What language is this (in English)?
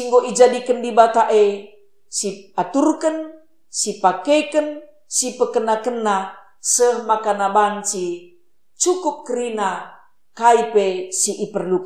Batak Karo